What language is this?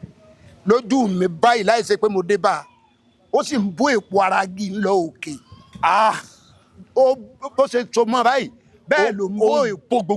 Yoruba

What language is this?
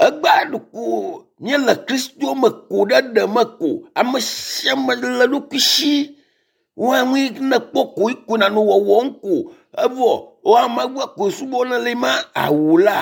Ewe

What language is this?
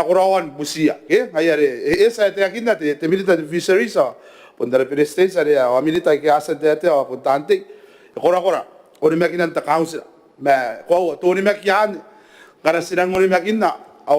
Gilbertese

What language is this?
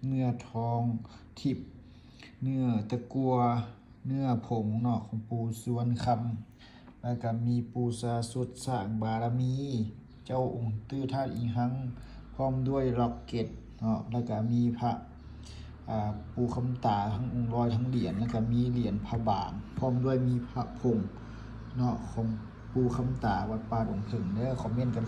Lao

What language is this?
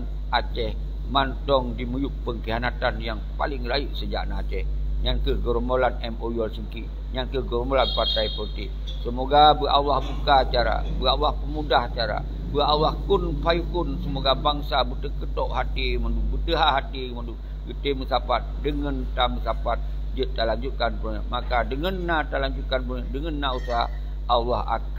Achinese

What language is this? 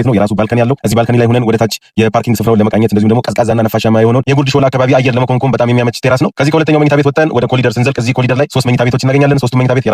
Amharic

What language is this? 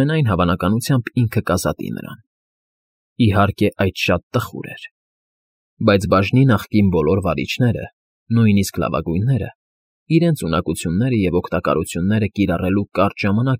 Armenian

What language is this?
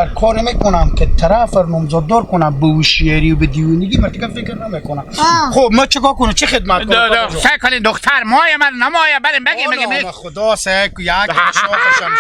Hazaragi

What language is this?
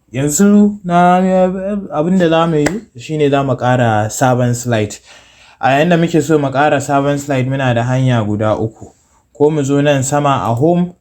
Hausa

